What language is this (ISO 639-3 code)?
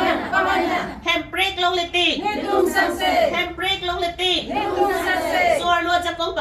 mjw